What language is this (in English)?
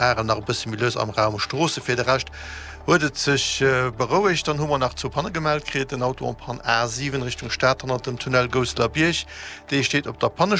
Luxembourgish